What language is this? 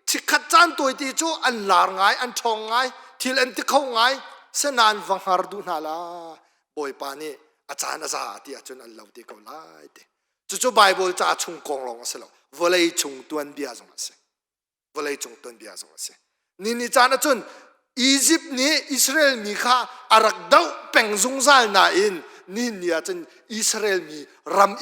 Hakha Chin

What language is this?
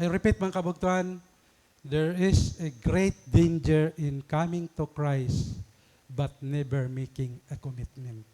Waray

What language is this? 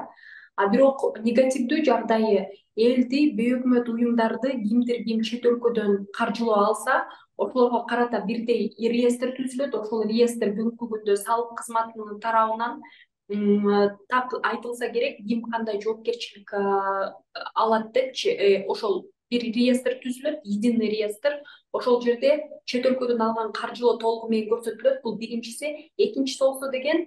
Kyrgyz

